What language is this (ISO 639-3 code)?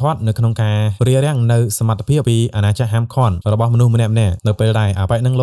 khm